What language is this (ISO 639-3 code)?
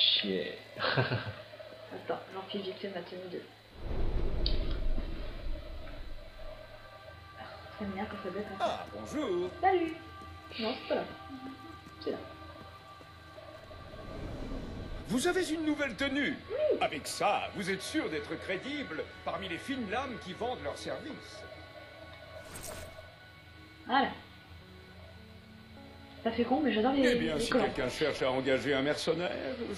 fra